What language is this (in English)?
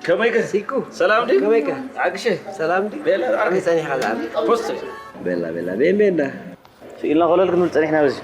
Tigrinya